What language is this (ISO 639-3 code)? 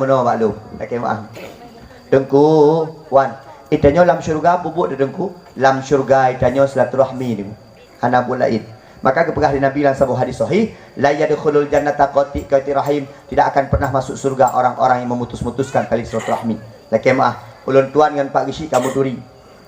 ace